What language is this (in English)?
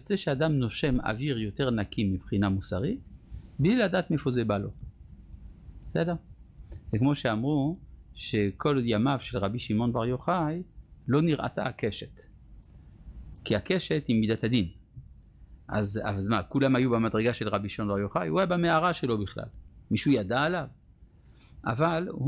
Hebrew